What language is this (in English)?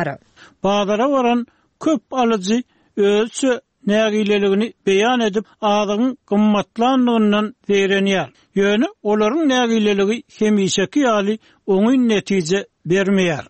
Turkmen